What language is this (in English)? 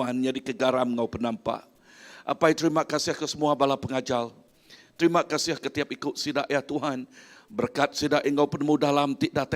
Iban